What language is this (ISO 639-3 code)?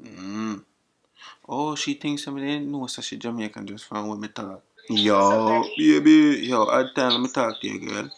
jam